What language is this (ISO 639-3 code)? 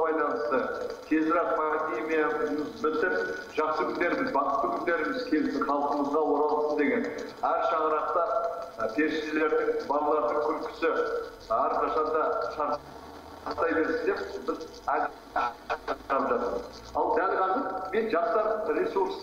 kaz